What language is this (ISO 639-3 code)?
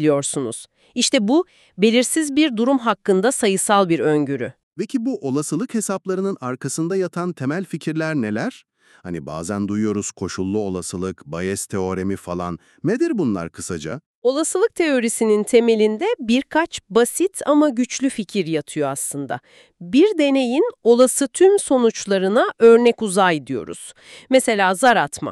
tur